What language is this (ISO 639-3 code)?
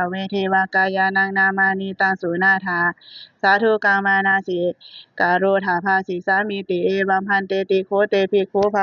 pli